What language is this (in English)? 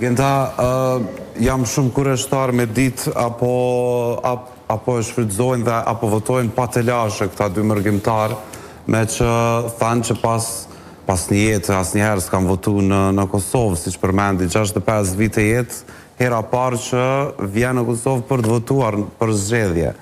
Albanian